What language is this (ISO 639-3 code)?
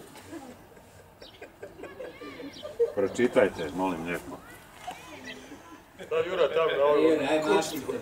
hrv